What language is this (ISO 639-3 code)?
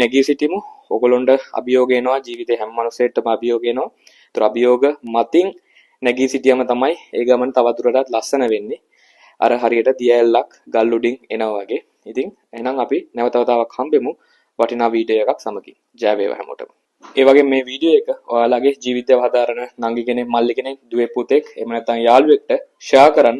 sin